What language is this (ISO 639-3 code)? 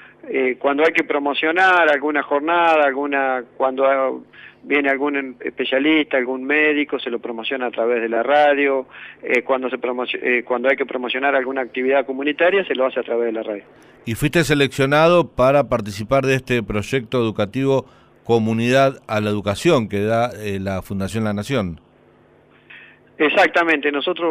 spa